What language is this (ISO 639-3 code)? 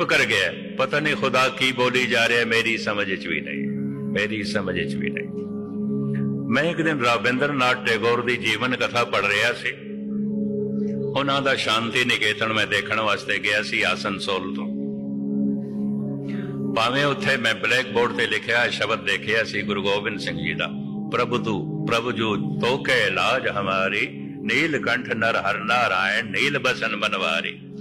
pan